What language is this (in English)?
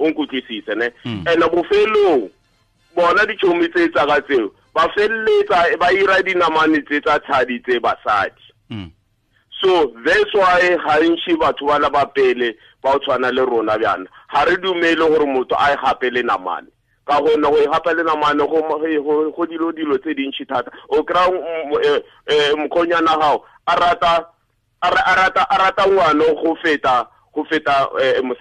Tswana